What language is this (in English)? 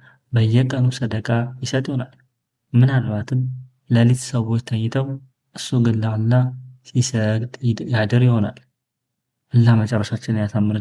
Amharic